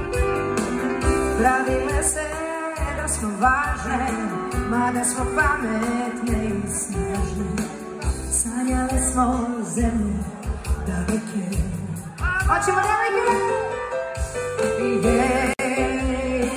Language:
Croatian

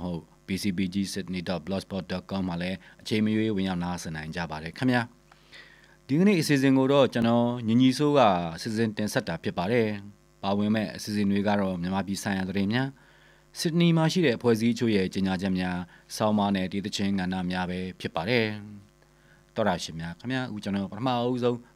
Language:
Burmese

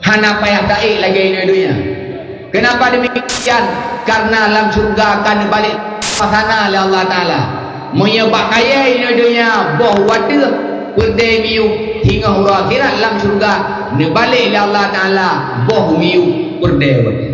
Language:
Achinese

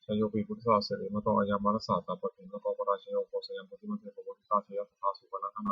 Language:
Pali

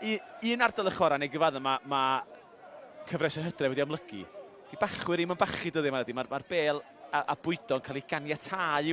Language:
Welsh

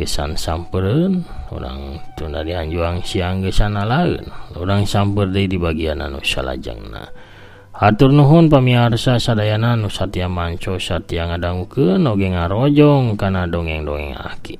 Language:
Sundanese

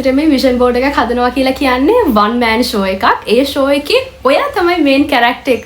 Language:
Sinhala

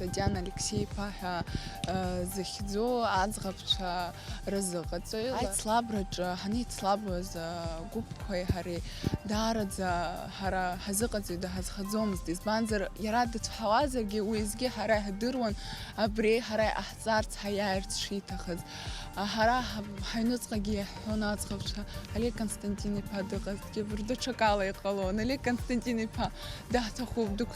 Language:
Abkhazian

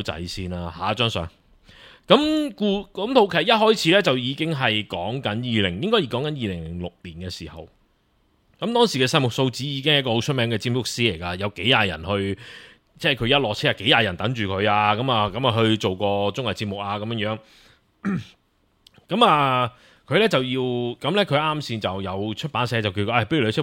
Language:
Cantonese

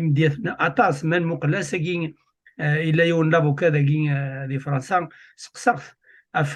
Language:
Kabyle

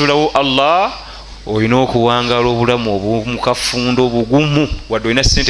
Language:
Ganda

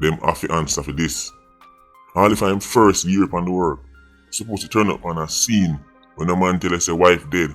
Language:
Jamaican Creole English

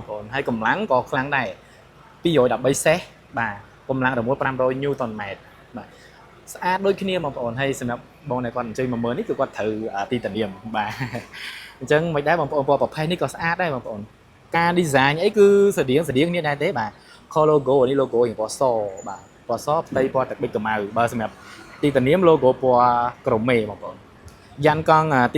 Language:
Khmer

